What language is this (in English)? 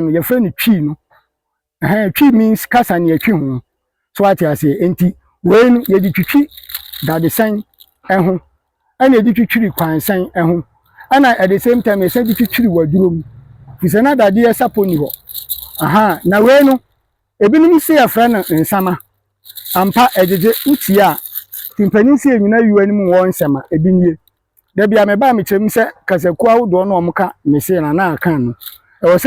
Akan